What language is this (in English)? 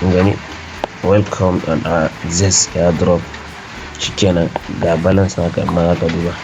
Hausa